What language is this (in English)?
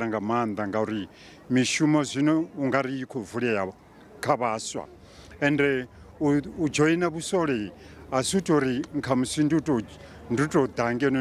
Venda